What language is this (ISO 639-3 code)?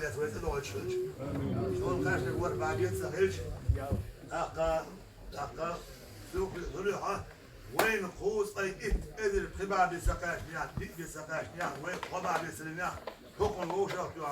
che